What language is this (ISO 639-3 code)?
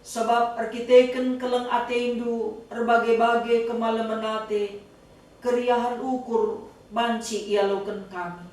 btx